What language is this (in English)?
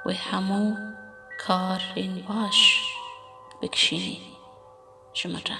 Kurdish